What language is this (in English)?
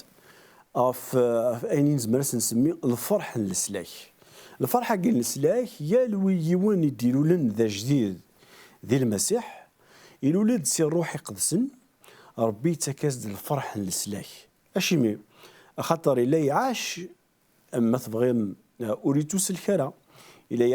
Kabyle